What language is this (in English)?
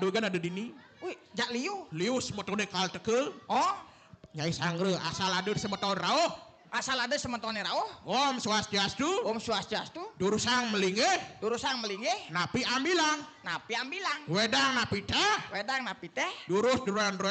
Balinese